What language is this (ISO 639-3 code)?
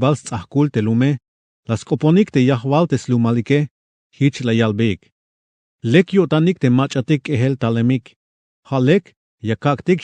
tzh